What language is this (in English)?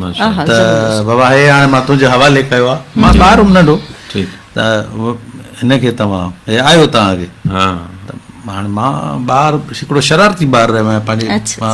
Sindhi